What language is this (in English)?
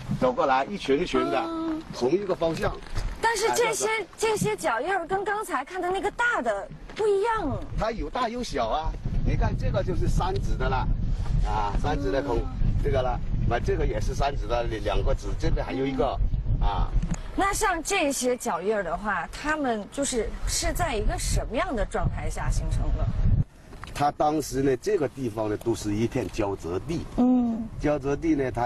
Chinese